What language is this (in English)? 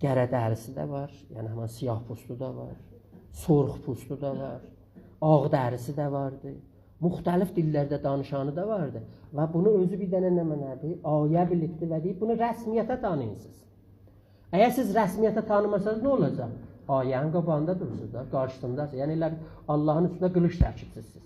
South Azerbaijani